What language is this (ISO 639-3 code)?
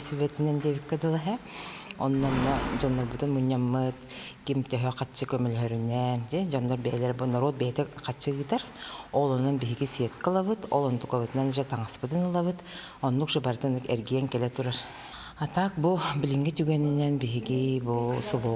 sah